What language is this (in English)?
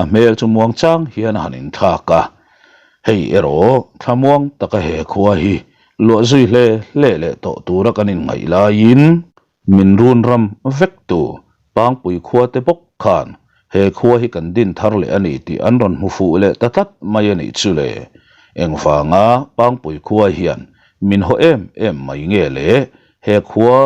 Mizo